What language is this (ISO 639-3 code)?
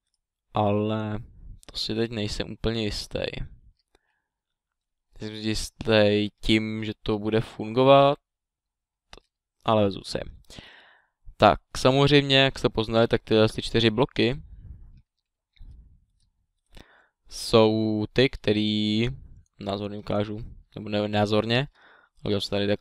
ces